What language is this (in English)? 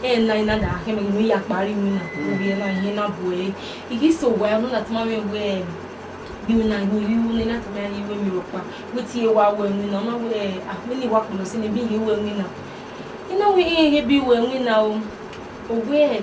Bini